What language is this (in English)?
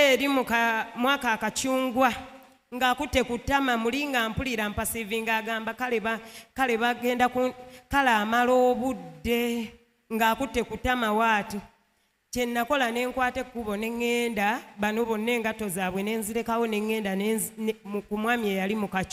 Ganda